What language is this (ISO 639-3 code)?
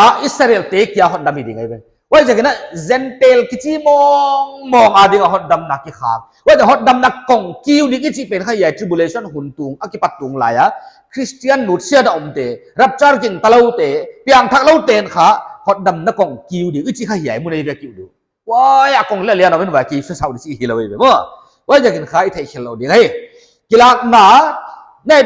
pck